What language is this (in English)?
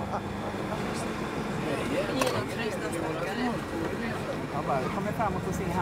Swedish